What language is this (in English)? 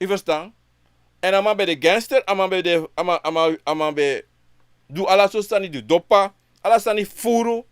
Sranan Tongo